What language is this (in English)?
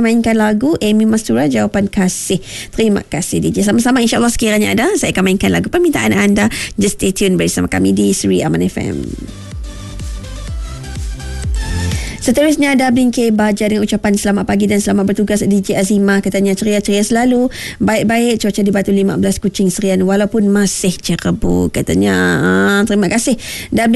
Malay